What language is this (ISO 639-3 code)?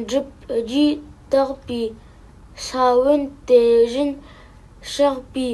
bod